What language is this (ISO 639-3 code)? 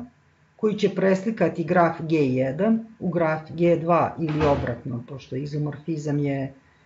srp